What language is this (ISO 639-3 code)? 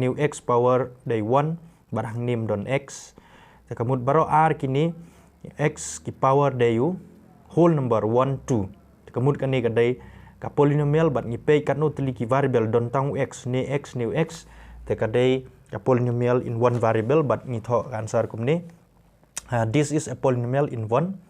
kha